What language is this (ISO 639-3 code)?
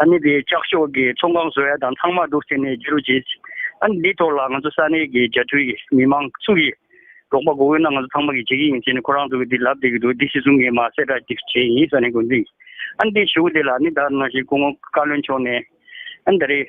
bod